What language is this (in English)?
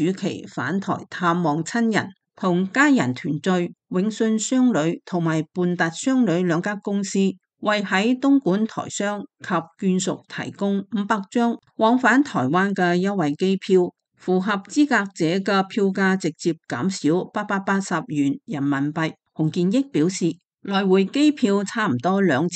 Cantonese